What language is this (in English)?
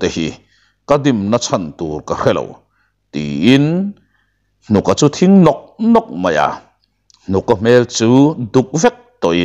Mizo